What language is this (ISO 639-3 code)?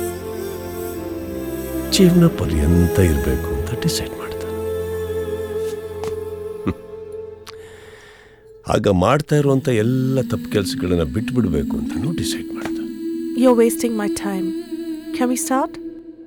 kan